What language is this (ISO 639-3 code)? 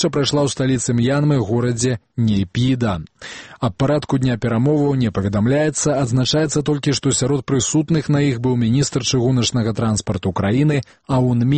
bel